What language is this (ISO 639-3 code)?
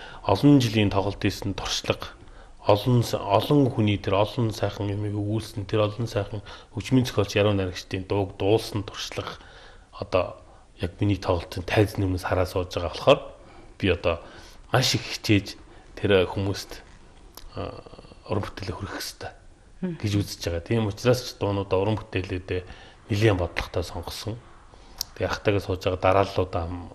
mon